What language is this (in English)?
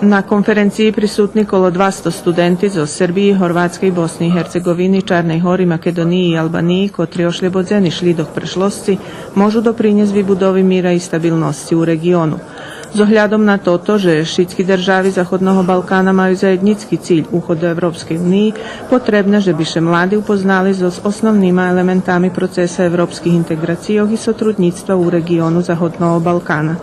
Rusyn